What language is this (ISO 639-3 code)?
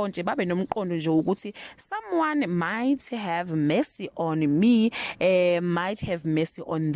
zul